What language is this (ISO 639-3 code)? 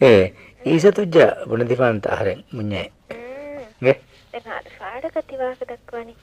div